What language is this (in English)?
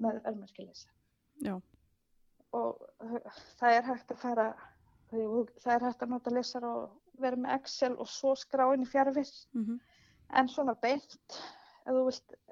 Icelandic